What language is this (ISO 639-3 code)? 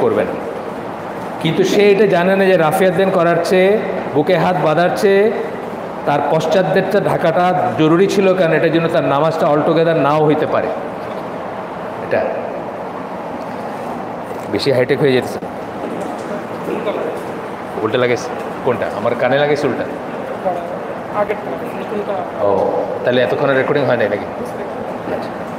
ben